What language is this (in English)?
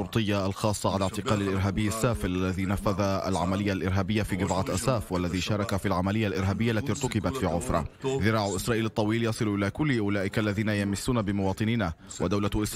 Arabic